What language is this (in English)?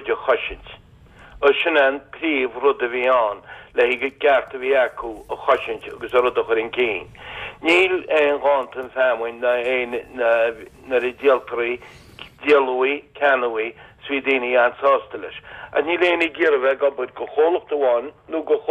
Irish